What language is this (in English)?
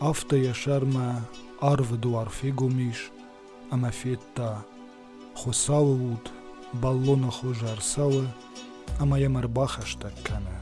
Ossetic